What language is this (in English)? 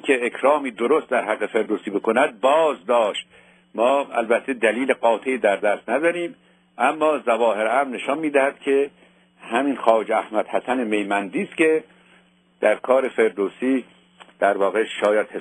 Persian